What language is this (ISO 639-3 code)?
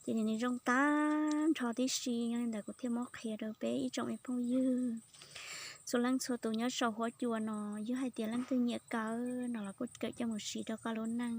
hmn